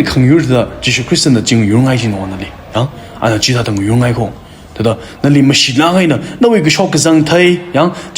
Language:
Tangkhul Naga (India)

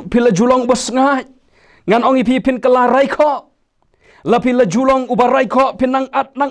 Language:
Khasi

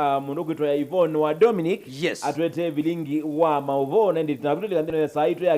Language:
Kamba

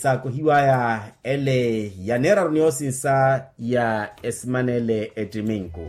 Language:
Makhuwa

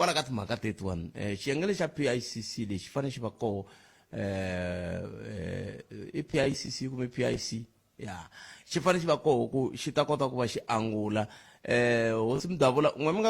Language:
Tsonga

